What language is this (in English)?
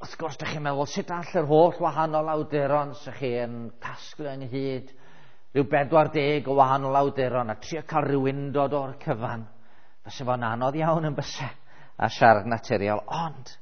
Welsh